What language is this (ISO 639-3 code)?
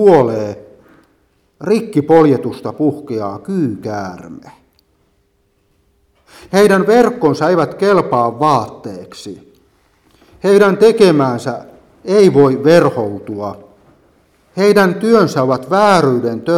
fin